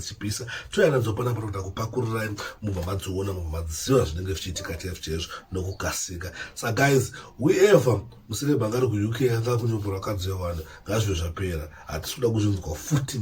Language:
Shona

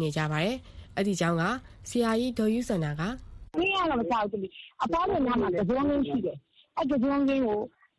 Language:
Burmese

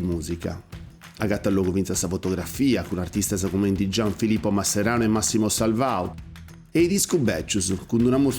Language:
Sardinian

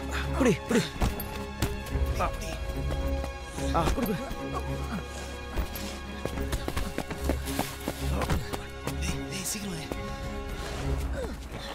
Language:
Tamil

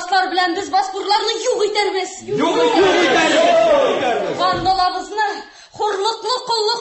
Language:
Tatar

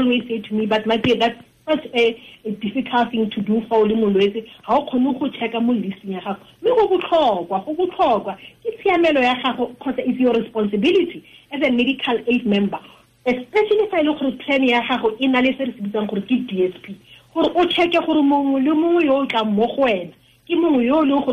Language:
Tswana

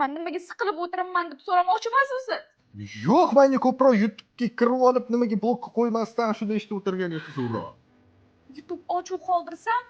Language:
Uzbek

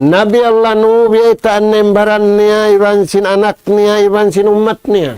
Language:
Tausug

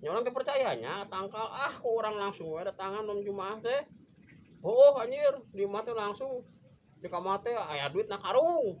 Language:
Sundanese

